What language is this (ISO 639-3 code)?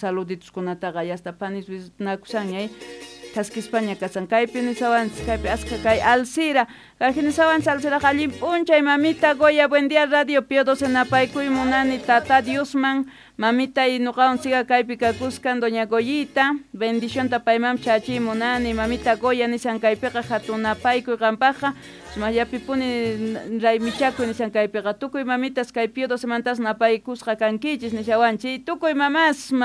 que